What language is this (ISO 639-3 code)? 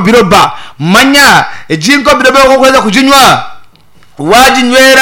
nyn